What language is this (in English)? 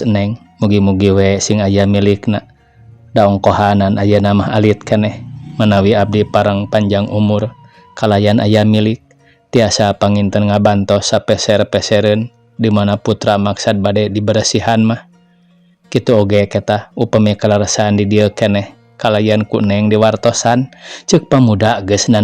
Sundanese